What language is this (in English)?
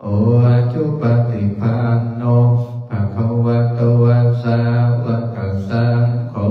Pali